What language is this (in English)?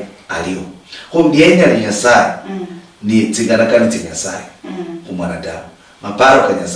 Luyia